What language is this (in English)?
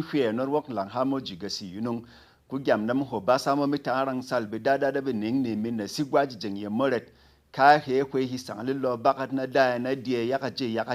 Berom